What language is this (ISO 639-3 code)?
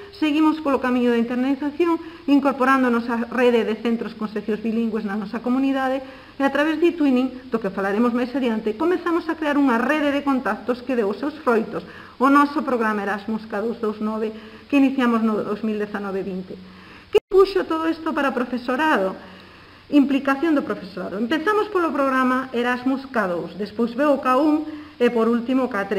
glg